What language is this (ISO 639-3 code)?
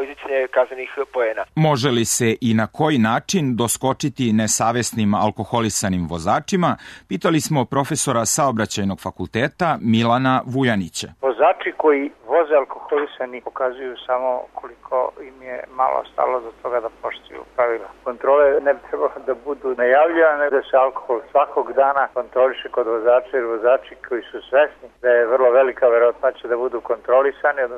srp